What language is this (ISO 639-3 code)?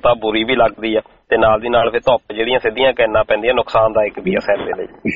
pan